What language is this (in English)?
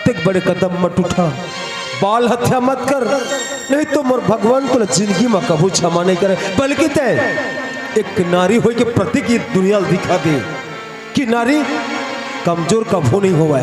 Chhattisgarhi